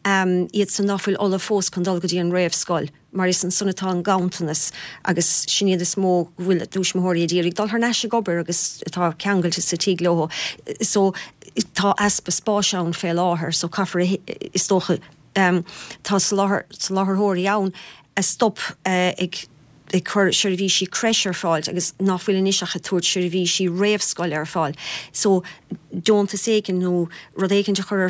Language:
Irish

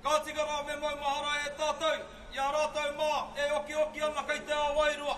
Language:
Māori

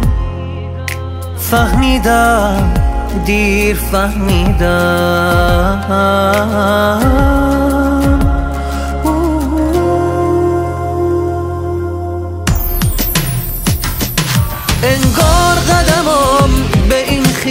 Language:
Persian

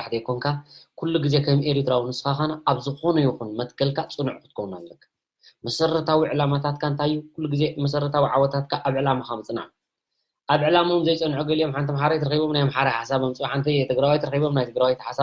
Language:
Tigrinya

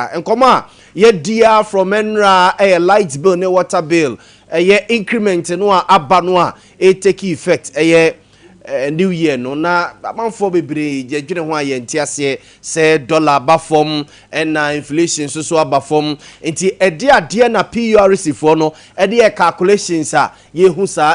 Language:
Akan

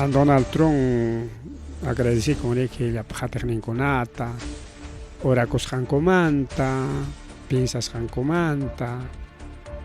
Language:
Ayacucho Quechua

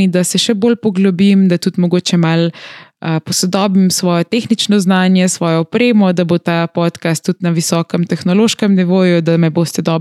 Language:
Slovenian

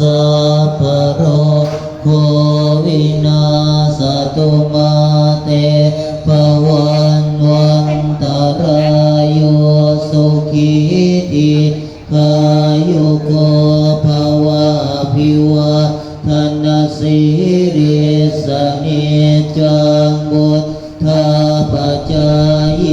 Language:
Lao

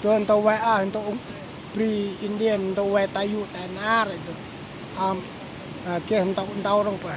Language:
Central Mnong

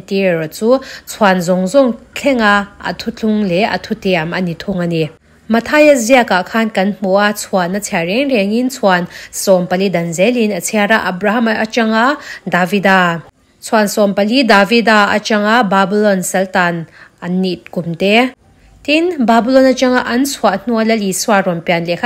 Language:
Mizo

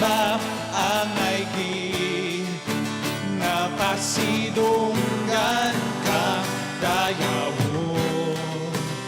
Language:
Hiligaynon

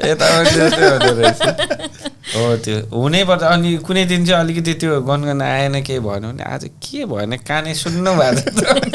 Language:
Nepali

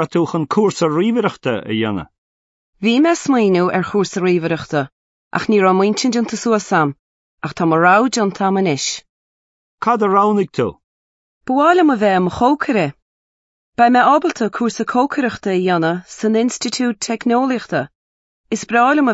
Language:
Irish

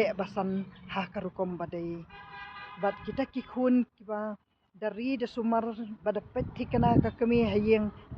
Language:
Khasi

